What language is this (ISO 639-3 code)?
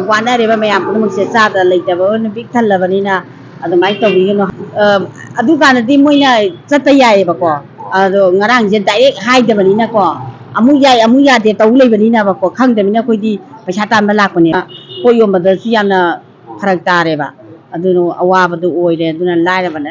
mni